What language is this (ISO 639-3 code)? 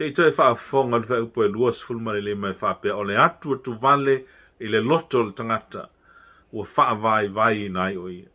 smo